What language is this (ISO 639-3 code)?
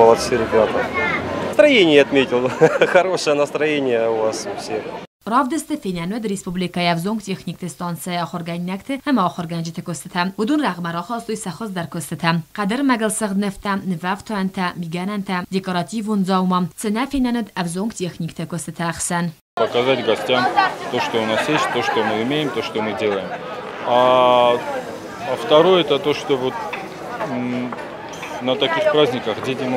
oss